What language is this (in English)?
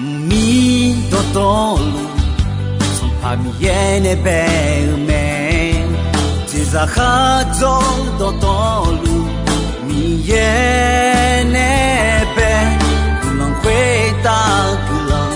Akha